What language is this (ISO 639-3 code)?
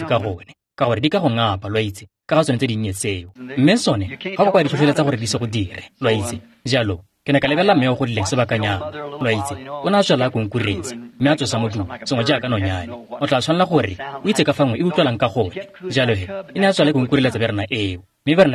tsn